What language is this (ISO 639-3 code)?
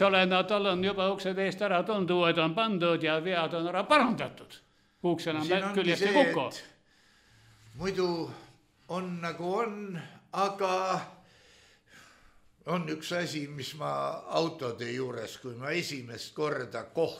est